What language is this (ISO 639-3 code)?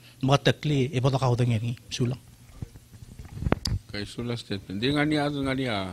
pau